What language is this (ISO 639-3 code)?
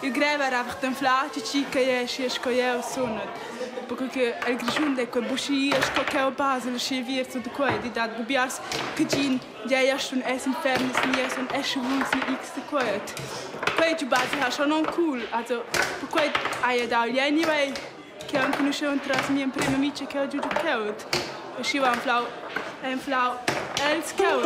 roh